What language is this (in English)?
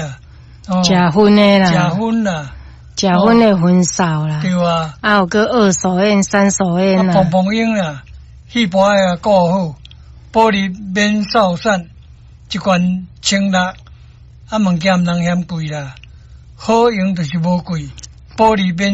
Min Nan Chinese